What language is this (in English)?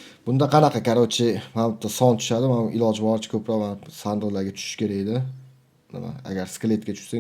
Uzbek